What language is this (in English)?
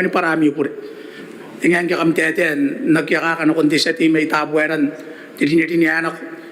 Gilbertese